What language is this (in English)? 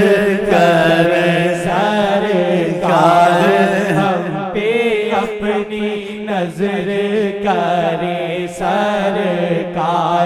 Urdu